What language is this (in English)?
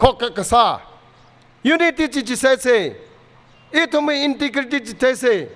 Tangkhul Naga (India)